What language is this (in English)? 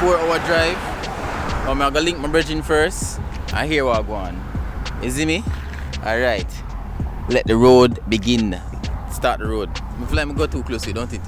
Jamaican Creole English